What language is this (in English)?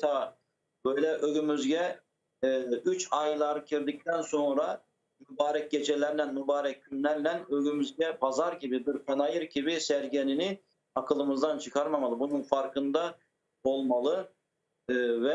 Crimean Tatar